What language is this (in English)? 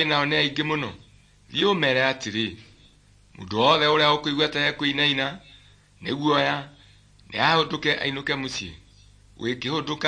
Kikuyu